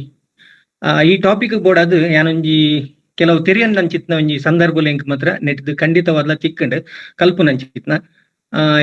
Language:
Tulu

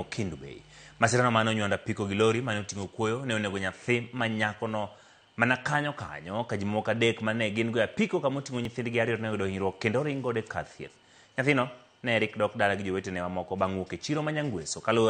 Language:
Luo (Kenya and Tanzania)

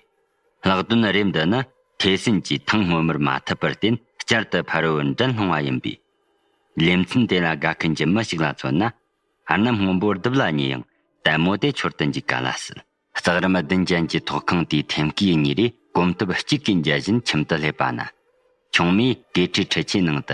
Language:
Tibetan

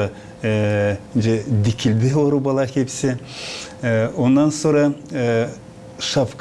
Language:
Gagauz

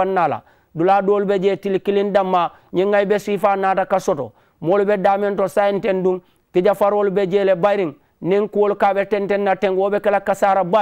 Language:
Mandingo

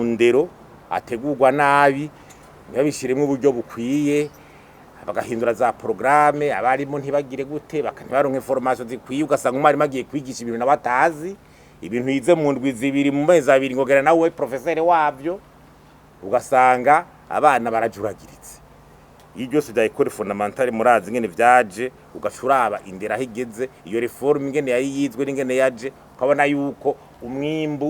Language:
Rundi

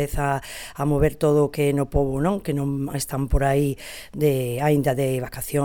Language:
Galician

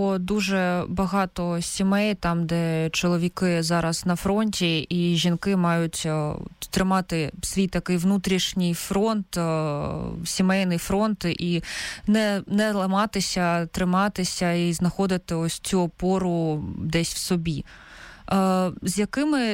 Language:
Ukrainian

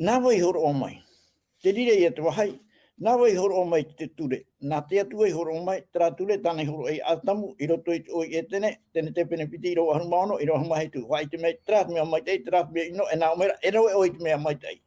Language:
Tahitian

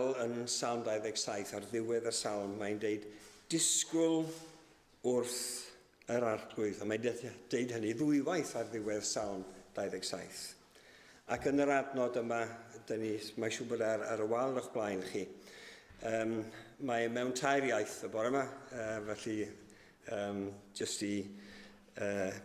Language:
Welsh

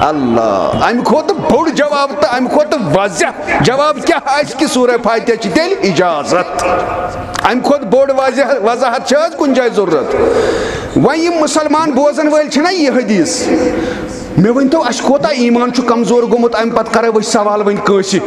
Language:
Kashmiri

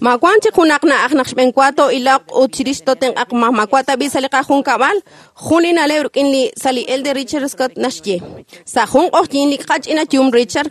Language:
Kekchí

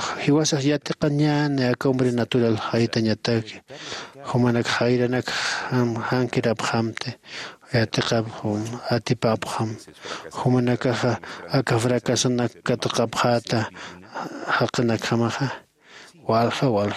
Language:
Aymara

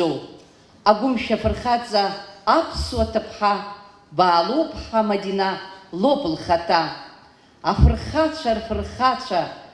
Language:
Abkhazian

